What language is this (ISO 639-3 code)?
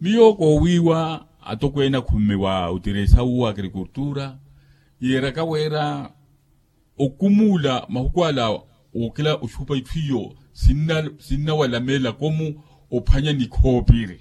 vmw